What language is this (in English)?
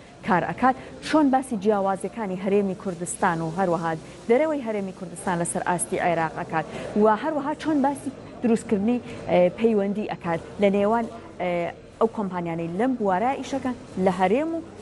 Central Kurdish